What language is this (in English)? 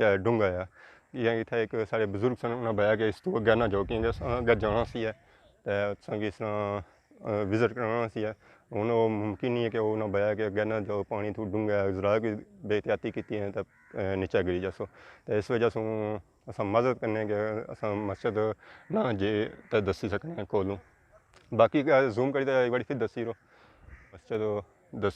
Pahari-Potwari